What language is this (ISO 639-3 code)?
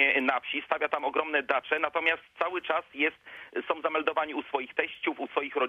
pol